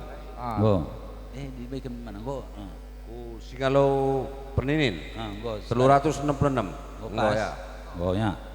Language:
Batak Karo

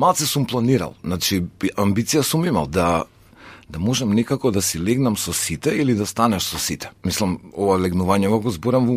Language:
Macedonian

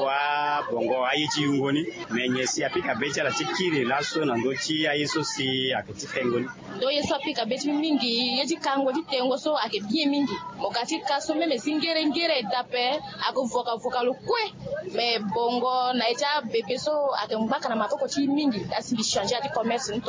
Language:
Sango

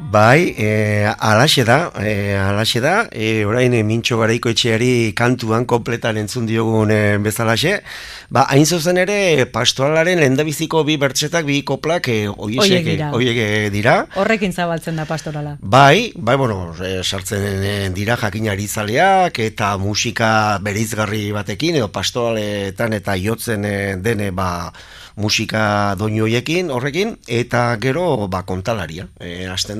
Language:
Basque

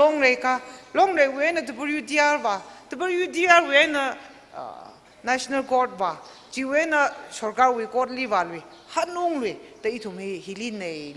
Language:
Tangkhul Naga (India)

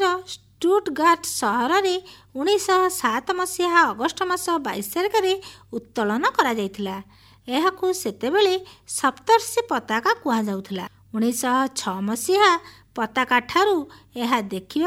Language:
Odia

